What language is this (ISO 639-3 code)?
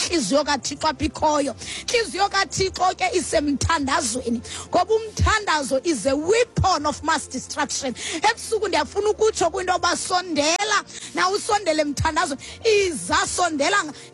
xho